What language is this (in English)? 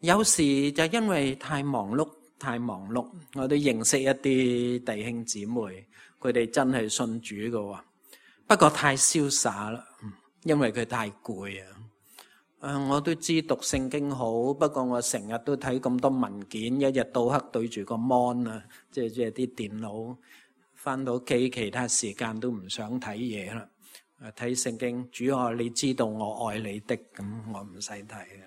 Cantonese